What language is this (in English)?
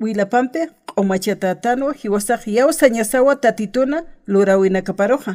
Aymara